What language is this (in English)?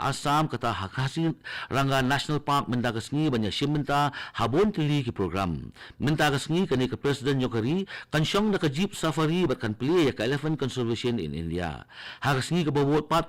Khasi